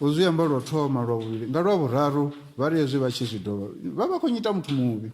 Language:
Venda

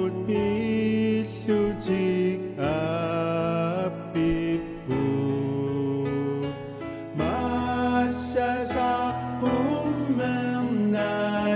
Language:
Kalaallisut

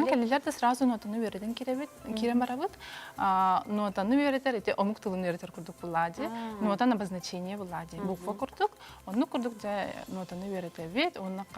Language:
Yakut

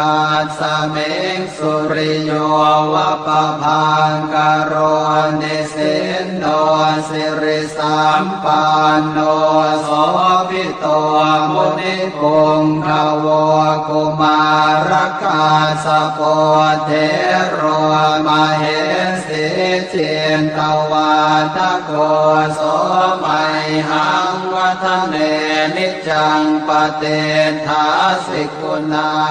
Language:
Pali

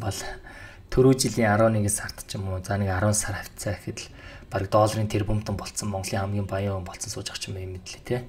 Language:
Mongolian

